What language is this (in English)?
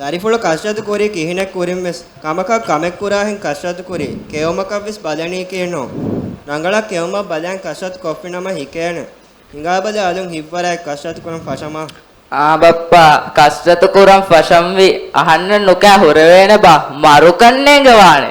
Divehi